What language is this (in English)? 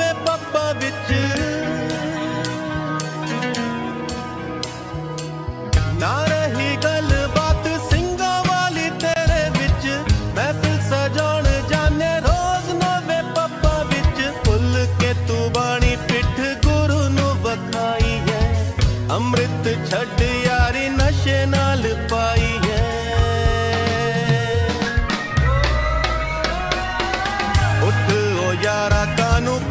Punjabi